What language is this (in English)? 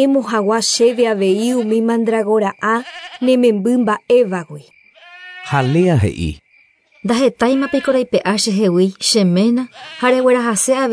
Guarani